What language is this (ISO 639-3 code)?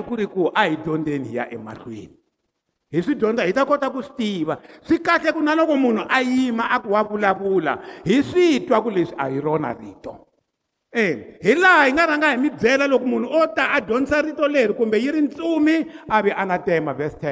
tso